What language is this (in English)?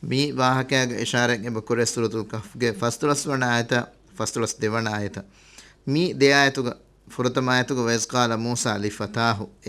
Divehi